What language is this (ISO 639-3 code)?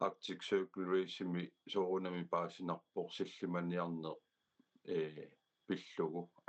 kal